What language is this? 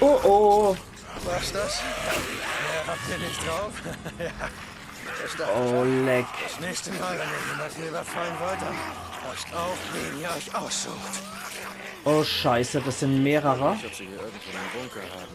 Palatine German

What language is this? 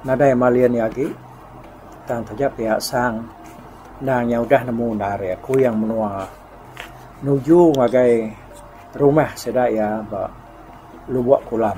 Iban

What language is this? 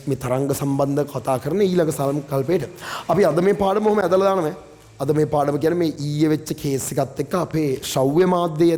Sinhala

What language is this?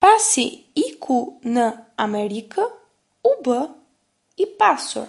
Albanian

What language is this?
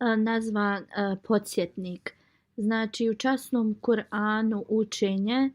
Bosnian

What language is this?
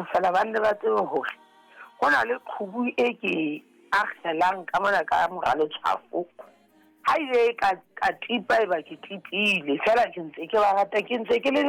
Southern Sotho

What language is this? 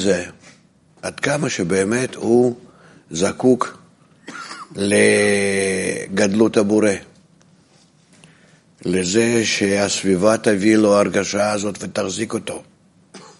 Hebrew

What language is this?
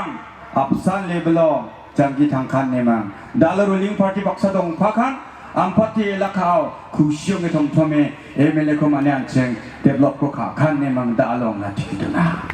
Garo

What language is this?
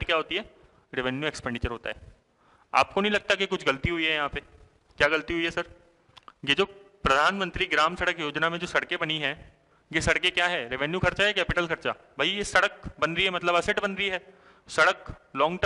Hindi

